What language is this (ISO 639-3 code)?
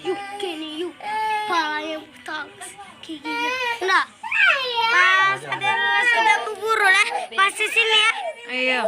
mui